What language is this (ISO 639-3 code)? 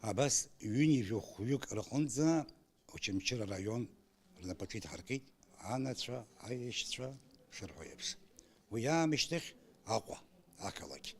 abk